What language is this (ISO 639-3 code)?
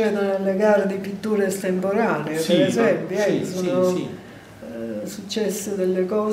ita